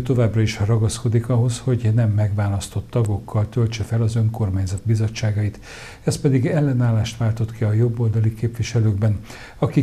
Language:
Hungarian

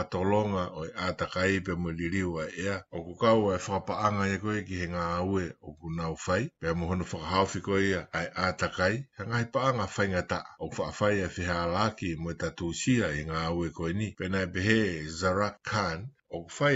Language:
Tongan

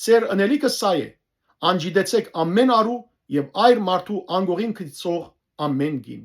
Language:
Western Armenian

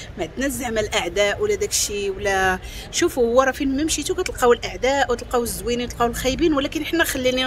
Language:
Moroccan Arabic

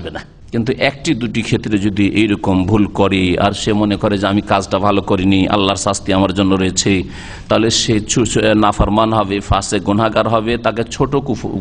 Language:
Bangla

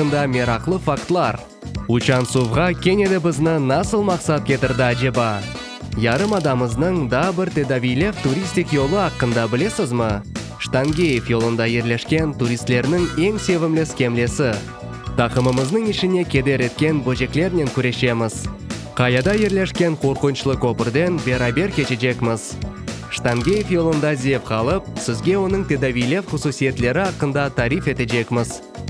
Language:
Crimean Tatar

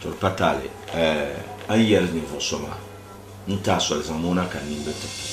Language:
Dagbani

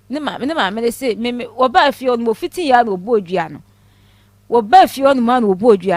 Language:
Akan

